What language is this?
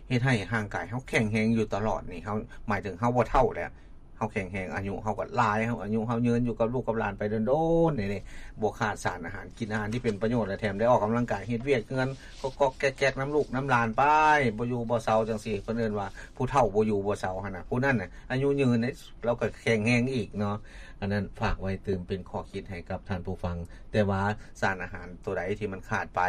Lao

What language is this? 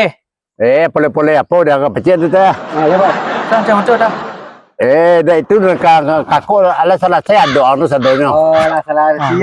Minangkabau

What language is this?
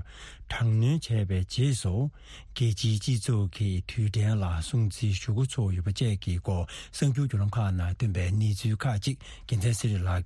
Tibetan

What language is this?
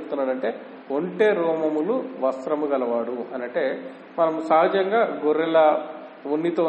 Telugu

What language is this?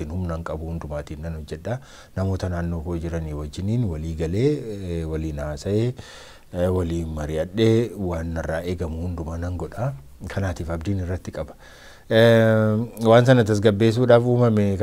Oromo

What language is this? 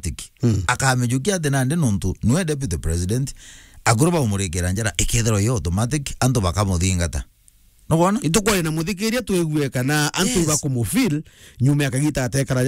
Meru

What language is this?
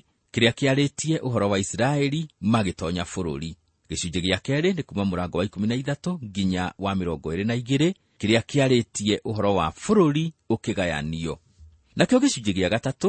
Kikuyu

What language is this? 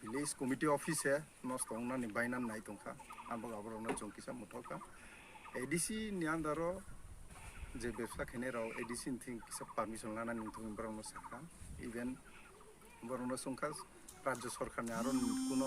Kok Borok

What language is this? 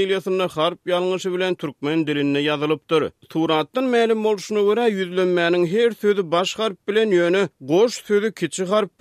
Turkmen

